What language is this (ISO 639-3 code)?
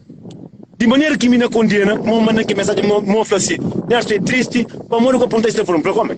kea